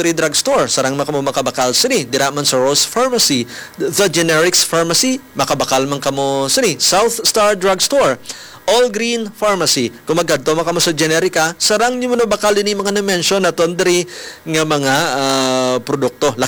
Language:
Hiligaynon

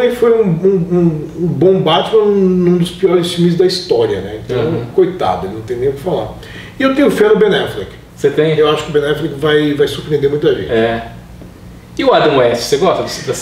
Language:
Portuguese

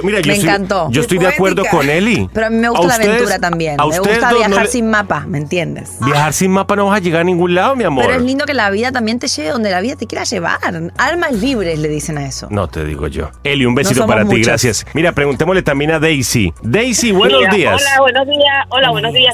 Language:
Spanish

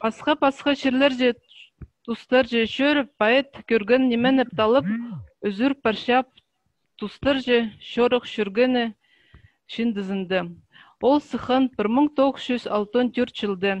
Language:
Khakas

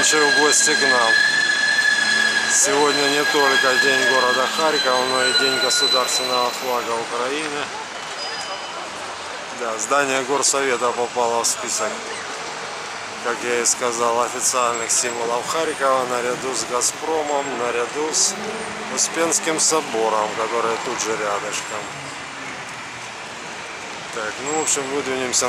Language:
Russian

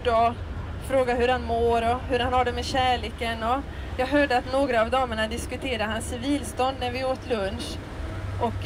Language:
Swedish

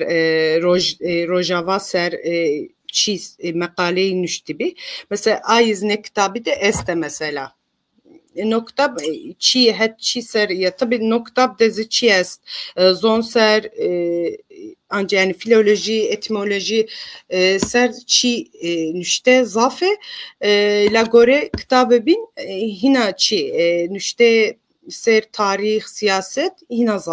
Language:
Zaza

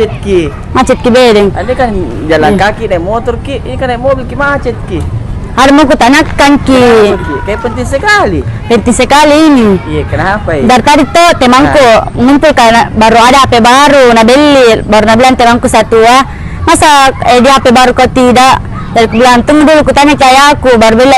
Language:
Makassar Malay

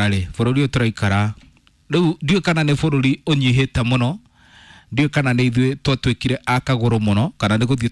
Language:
Kikuyu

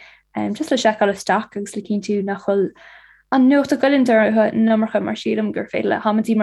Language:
Irish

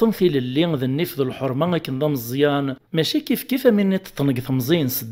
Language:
Kabyle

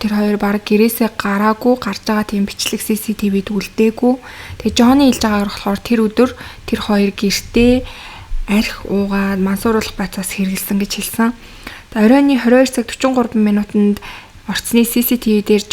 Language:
Mongolian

